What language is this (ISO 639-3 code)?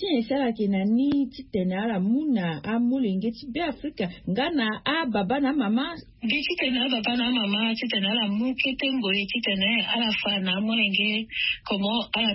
sag